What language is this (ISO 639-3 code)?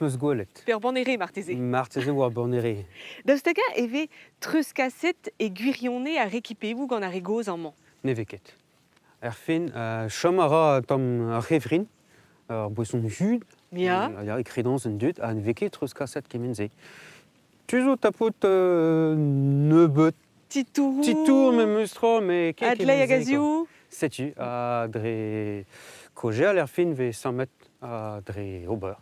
bre